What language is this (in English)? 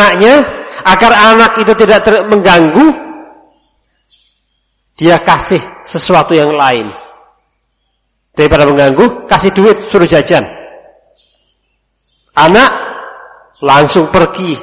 Indonesian